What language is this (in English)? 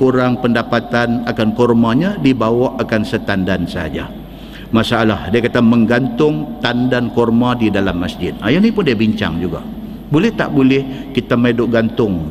Malay